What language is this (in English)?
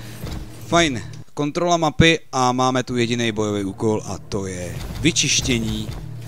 Czech